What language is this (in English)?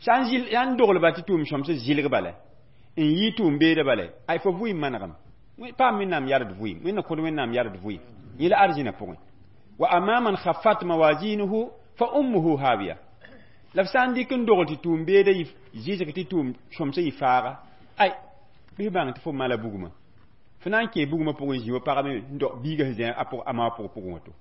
Mossi